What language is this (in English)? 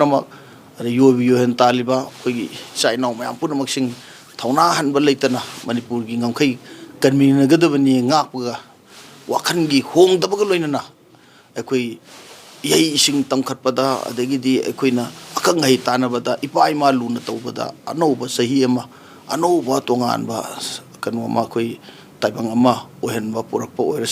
Manipuri